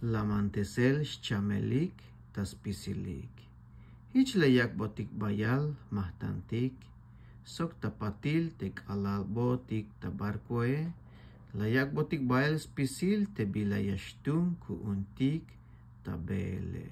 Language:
Tzeltal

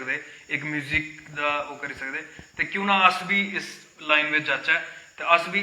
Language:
Dogri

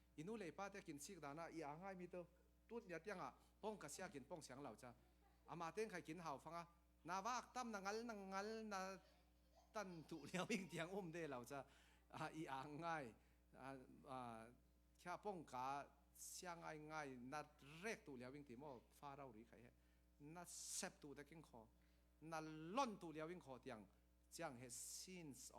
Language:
Falam Chin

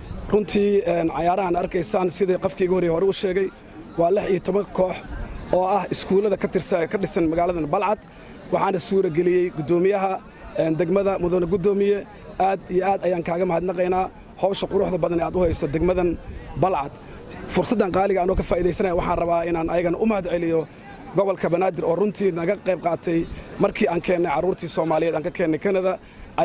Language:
Somali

